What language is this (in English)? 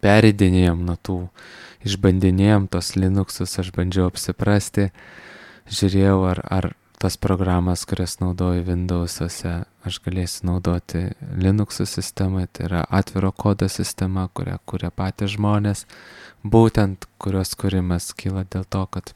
Lithuanian